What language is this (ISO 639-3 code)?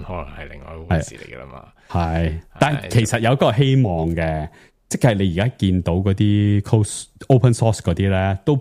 yue